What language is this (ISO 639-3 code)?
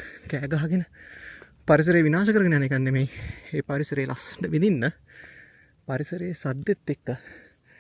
sin